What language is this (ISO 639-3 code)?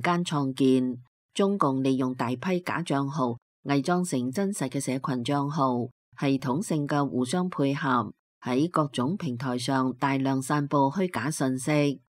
yue